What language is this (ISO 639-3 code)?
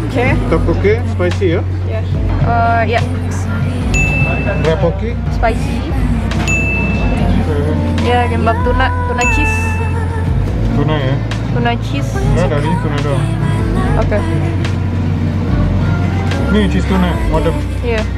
ind